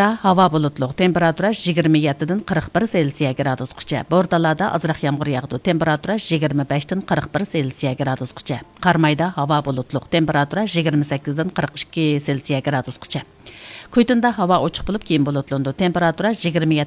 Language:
Uyghur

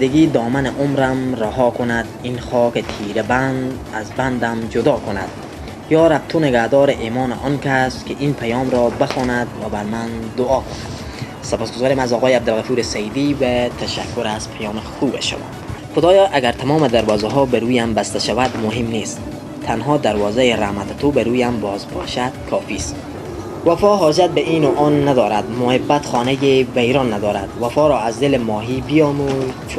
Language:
Persian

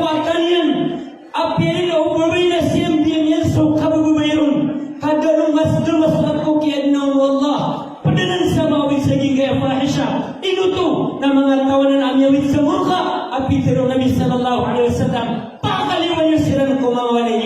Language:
Maranao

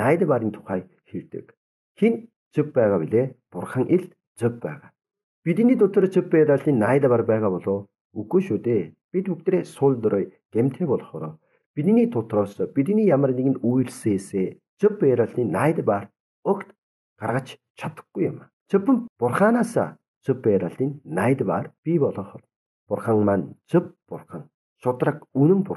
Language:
Mongolian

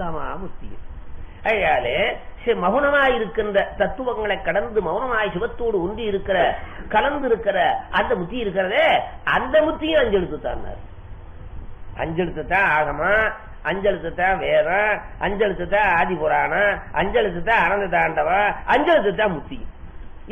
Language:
Tamil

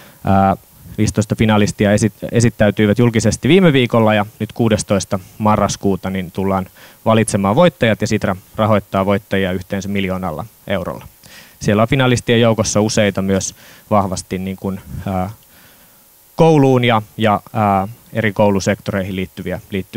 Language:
Finnish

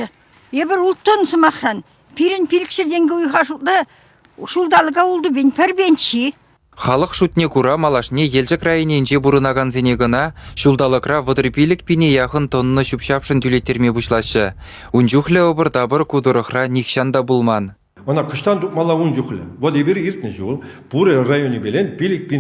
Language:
Chuvash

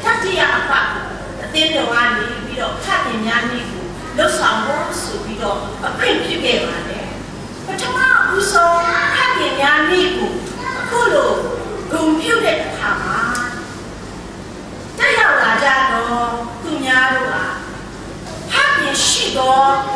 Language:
Burmese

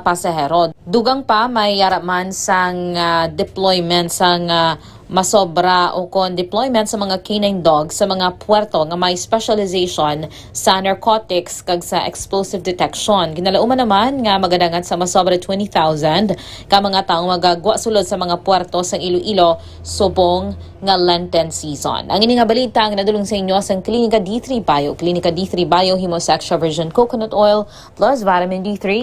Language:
Hiligaynon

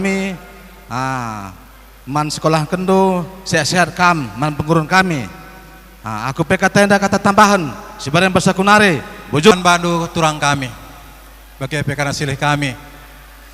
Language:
Batak Karo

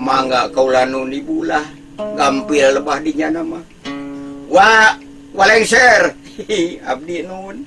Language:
Sundanese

